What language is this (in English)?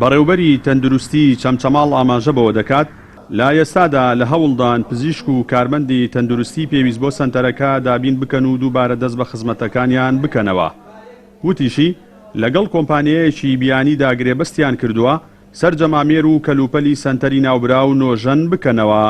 Central Kurdish